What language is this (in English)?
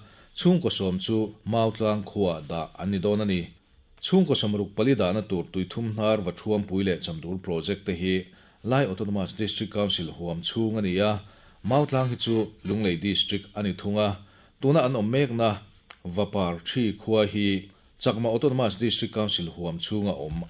Mizo